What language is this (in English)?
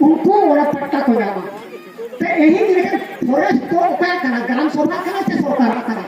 Santali